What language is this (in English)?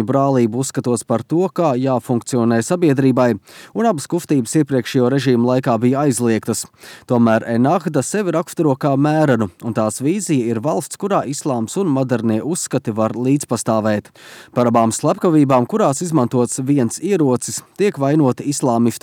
Latvian